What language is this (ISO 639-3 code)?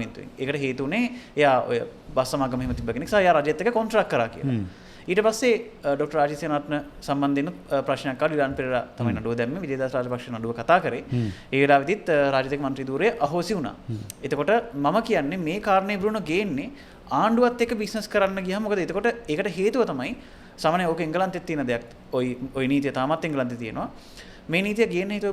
sin